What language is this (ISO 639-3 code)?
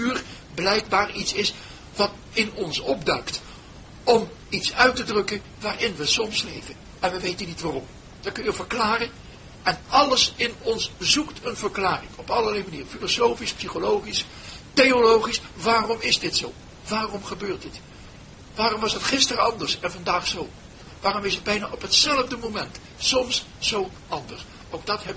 nld